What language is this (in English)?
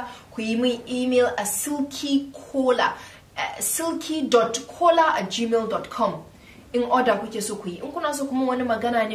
Hausa